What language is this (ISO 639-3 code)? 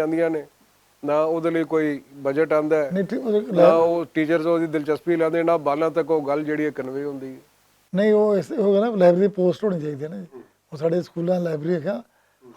lah